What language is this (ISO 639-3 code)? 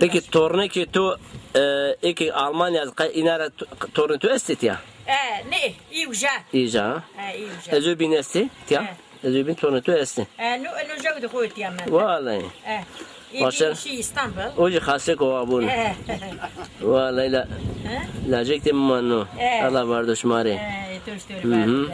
zza